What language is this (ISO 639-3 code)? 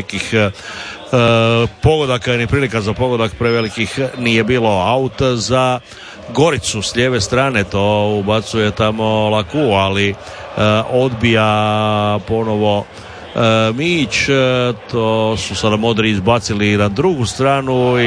hrv